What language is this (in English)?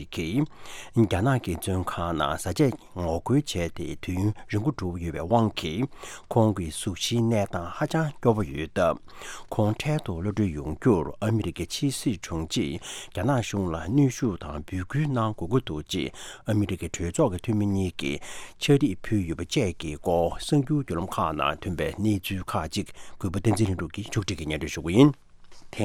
Tibetan